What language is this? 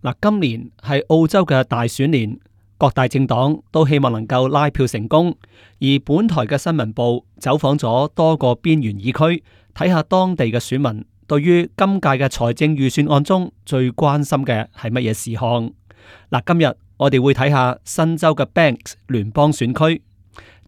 Cantonese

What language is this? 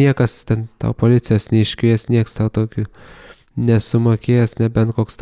Lithuanian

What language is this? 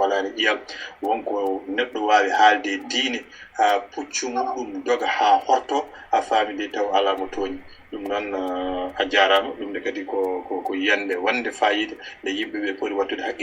Fula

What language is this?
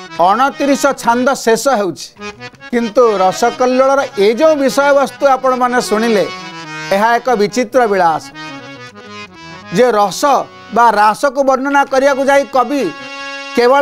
Odia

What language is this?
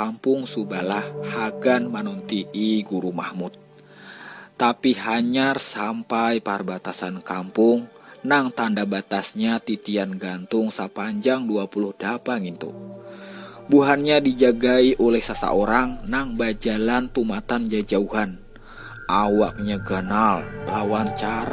Banjar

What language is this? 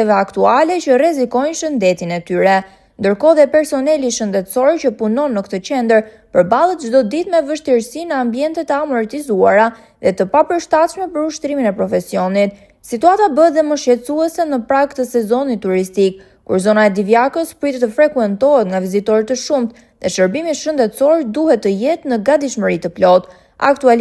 Albanian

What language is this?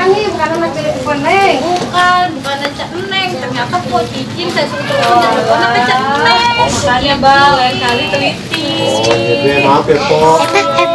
Betawi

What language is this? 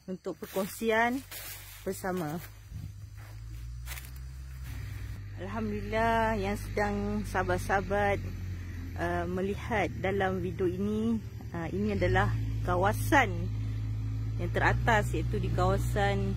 Malay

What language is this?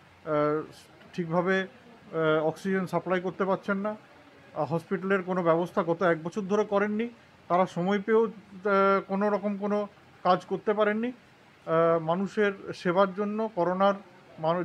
Bangla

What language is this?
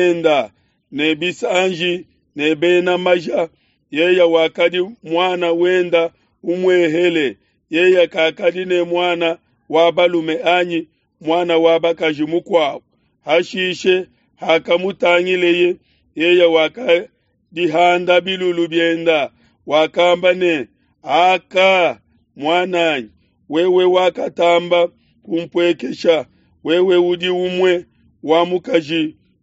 Luba-Lulua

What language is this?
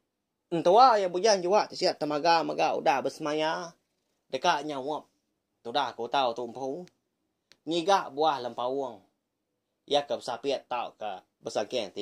Iban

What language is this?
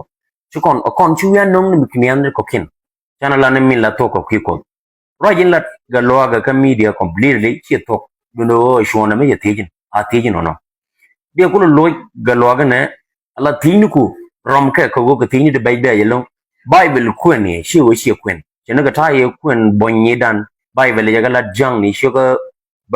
Nuer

